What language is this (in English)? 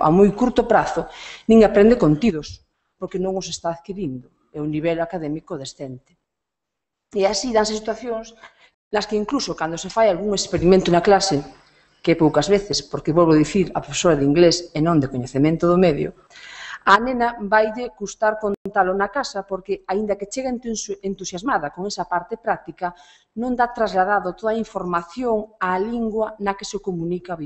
Galician